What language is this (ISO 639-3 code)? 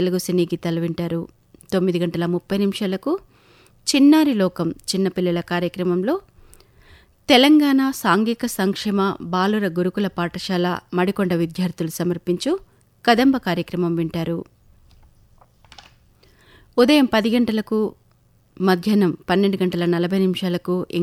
tel